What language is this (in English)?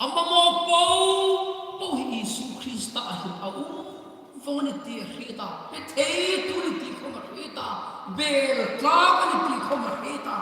Hmar